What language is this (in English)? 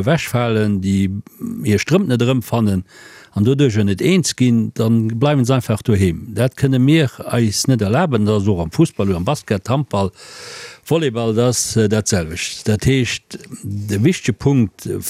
Luxembourgish